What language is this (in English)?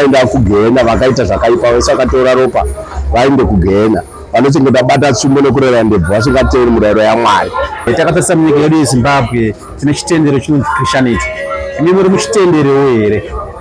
Shona